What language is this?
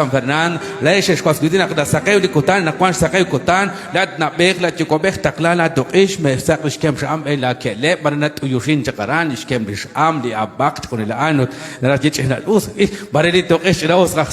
Kekchí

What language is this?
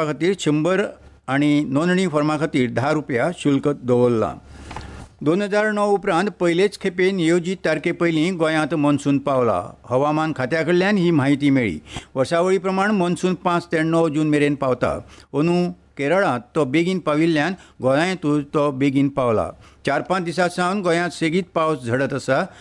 Konkani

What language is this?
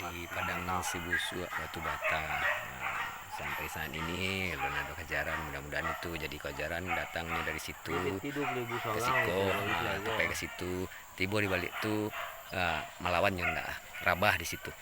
Minangkabau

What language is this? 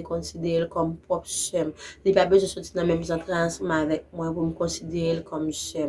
Haitian Creole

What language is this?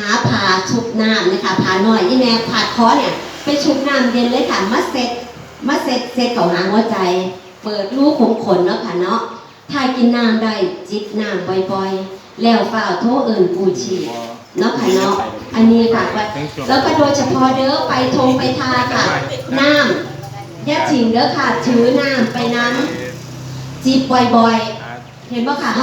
Northeastern Thai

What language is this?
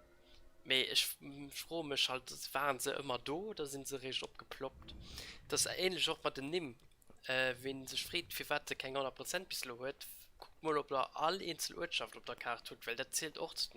Luxembourgish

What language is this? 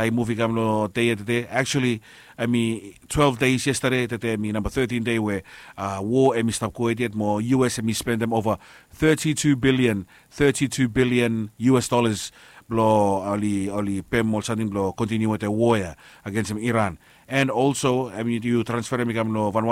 Bislama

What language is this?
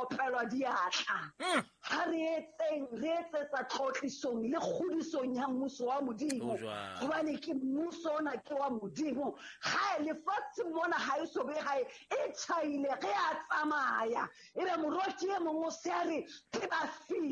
Southern Sotho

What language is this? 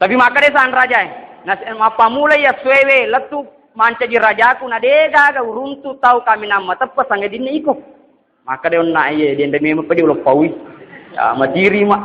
Buginese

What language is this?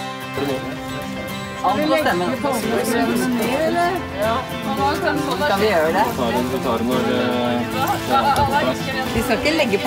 Norwegian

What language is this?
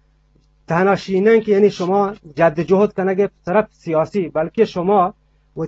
Eastern Balochi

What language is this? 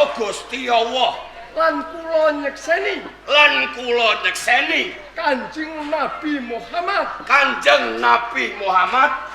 Javanese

